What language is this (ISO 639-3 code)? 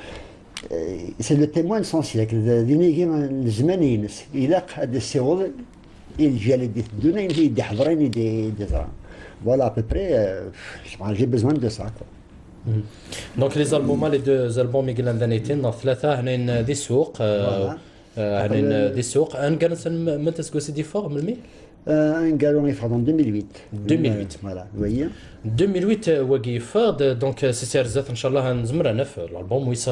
kab